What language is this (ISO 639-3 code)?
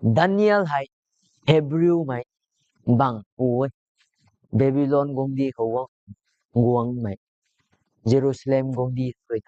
nbu